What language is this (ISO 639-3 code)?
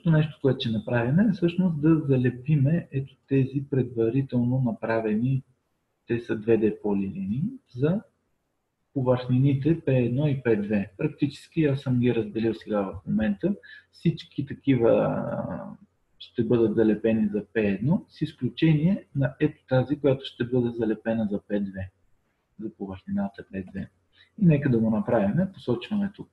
bul